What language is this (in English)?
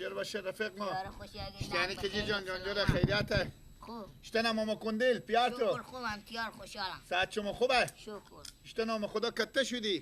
Persian